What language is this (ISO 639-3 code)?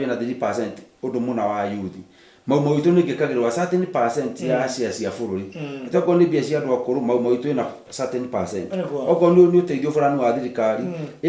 kik